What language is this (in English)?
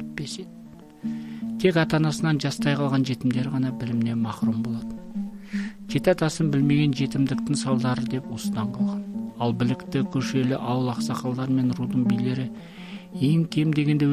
Kazakh